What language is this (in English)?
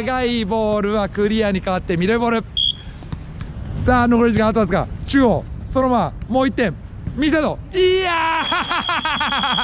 Japanese